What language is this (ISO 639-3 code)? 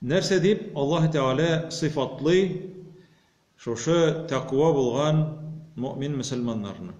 tat